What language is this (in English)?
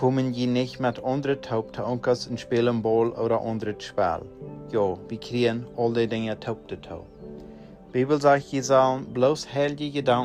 Plautdietsch